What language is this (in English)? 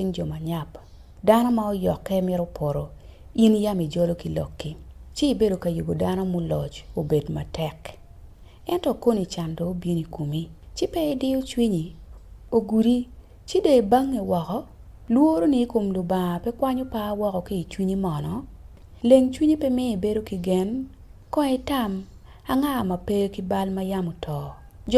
Acoli